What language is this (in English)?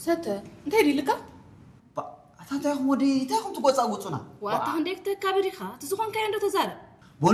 Tigrinya